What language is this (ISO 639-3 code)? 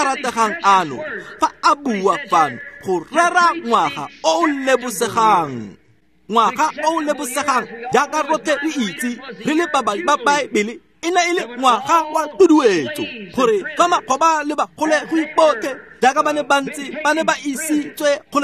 tsn